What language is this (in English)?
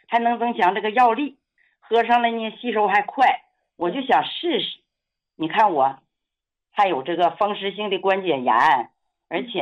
Chinese